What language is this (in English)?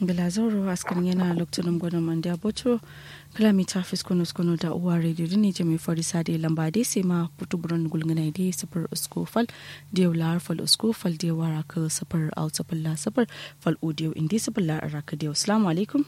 Kanuri